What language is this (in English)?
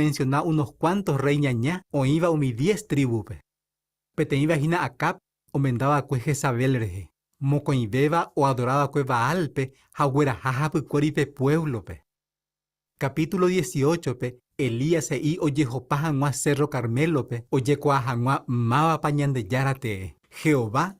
Guarani